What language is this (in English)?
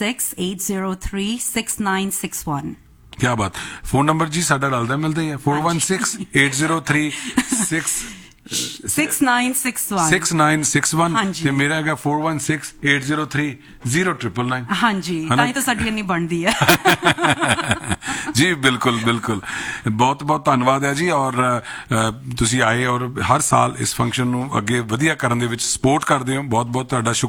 Punjabi